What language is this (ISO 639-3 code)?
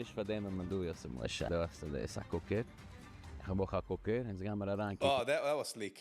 yid